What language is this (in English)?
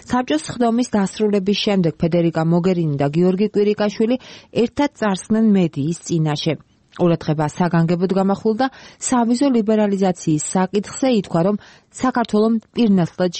Georgian